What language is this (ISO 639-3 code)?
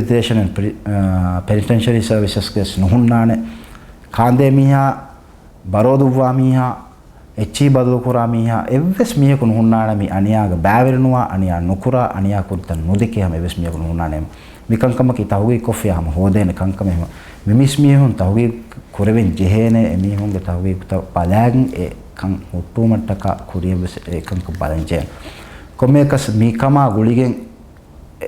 div